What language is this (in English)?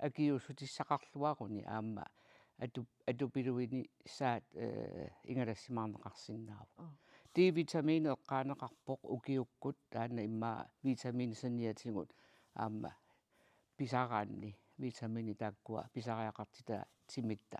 Kalaallisut